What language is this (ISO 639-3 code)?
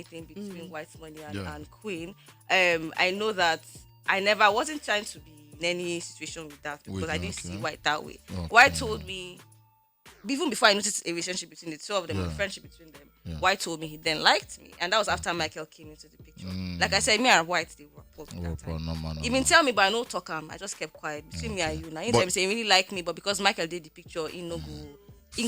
pcm